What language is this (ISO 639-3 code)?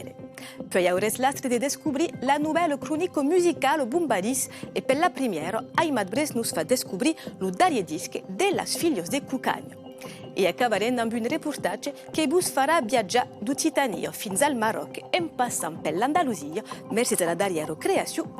oci